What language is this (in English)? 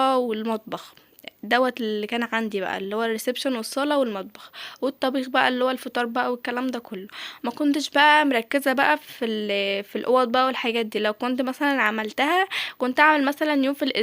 Egyptian Arabic